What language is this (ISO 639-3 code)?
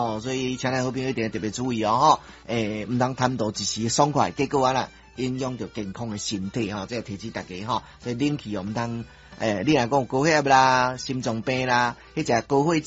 nan